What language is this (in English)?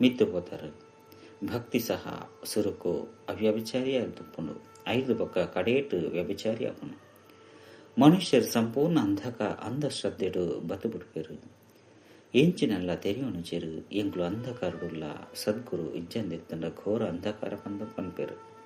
Tulu